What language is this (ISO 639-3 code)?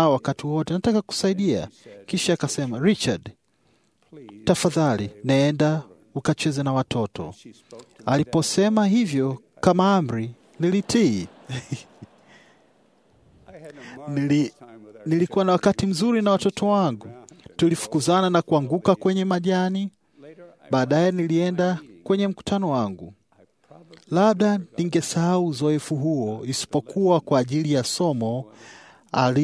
swa